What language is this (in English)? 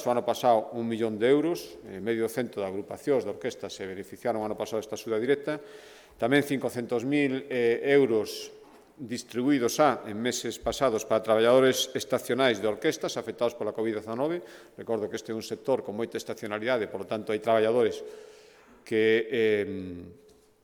Galician